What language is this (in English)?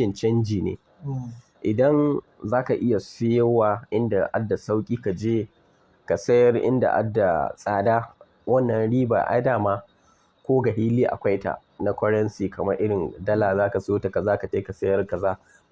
Hausa